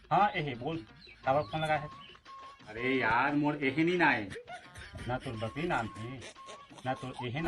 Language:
Chhattisgarhi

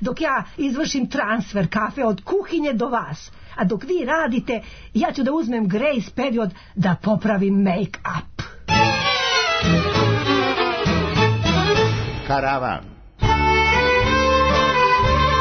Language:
Serbian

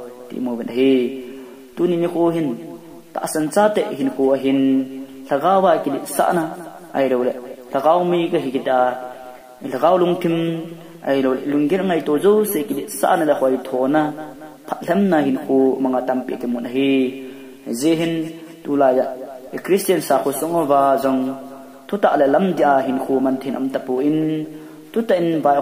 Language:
Thado Chin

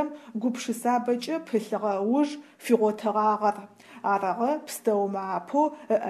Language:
Adyghe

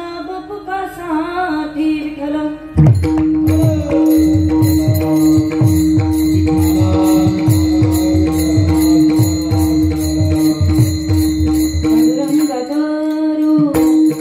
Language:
Marathi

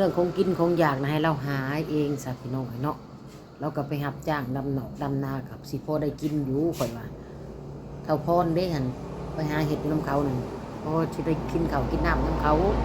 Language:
Northeastern Thai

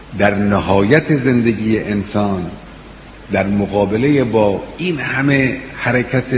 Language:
Persian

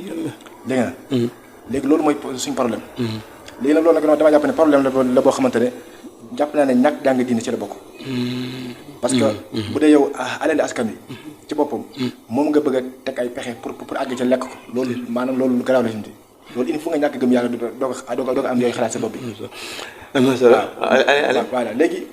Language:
Wolof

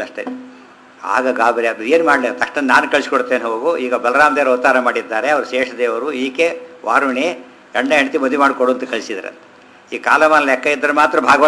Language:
Kannada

